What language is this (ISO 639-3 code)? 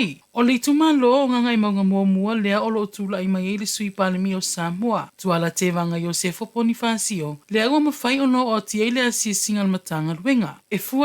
smo